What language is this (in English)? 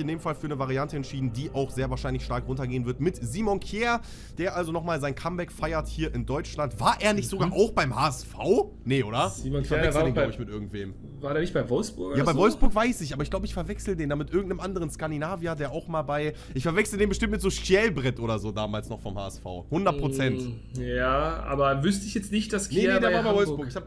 German